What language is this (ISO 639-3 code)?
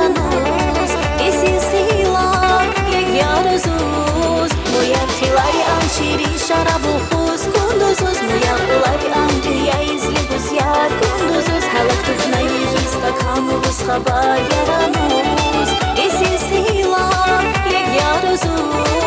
tab